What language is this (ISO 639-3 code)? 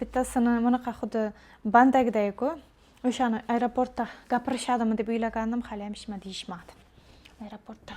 uzb